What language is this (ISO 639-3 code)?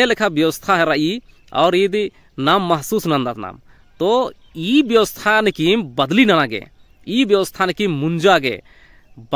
kru